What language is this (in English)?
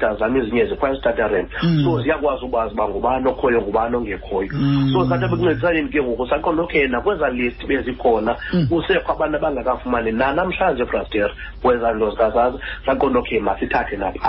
Xhosa